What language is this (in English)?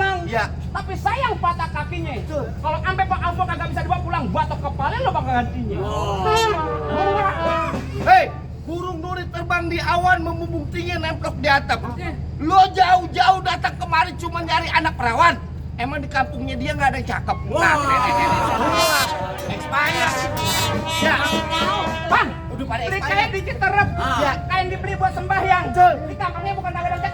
Betawi